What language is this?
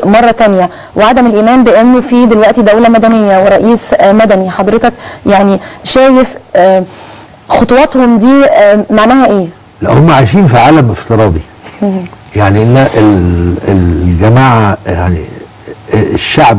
Egyptian Arabic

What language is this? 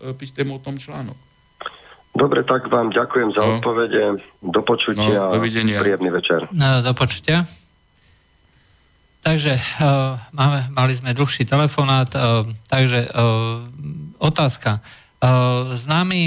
Slovak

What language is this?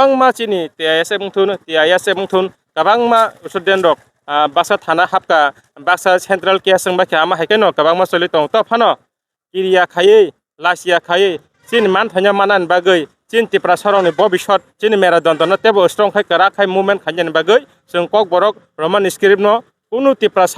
Kok Borok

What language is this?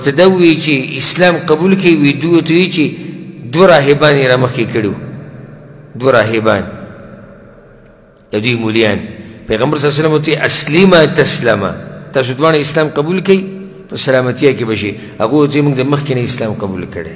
Pashto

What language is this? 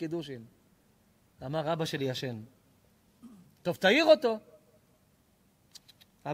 Hebrew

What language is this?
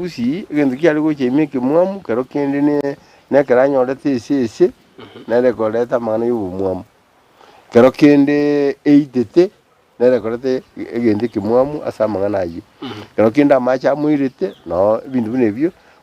Gusii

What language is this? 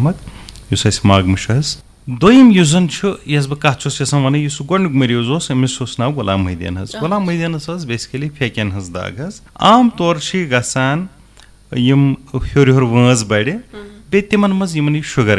Kashmiri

